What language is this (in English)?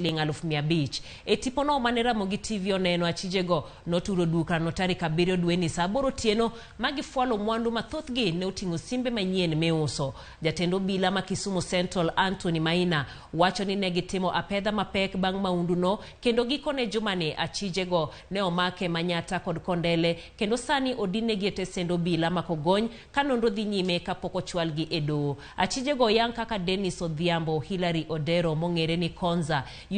Luo (Kenya and Tanzania)